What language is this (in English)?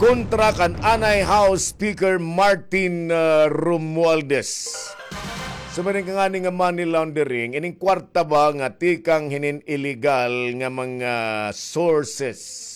Waray